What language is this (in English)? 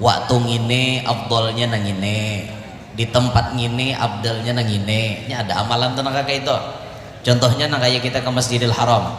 Banjar